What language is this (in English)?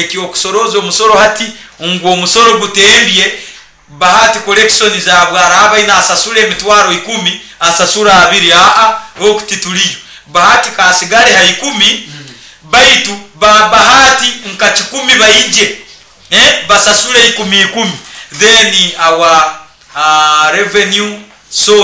Nyoro